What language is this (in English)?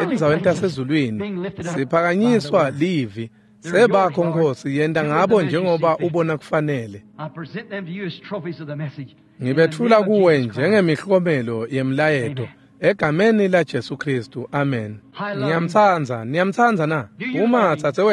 Swati